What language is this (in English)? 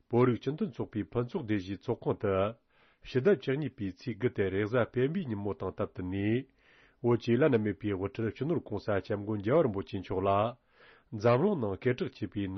Tibetan